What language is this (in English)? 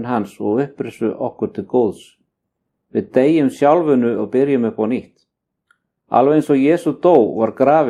Icelandic